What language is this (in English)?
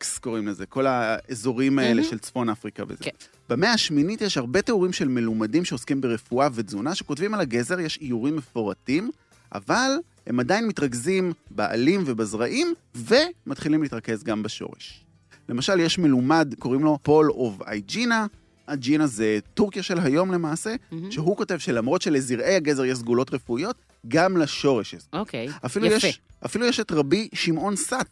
Hebrew